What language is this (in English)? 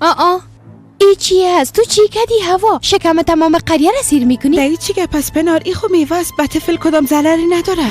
Persian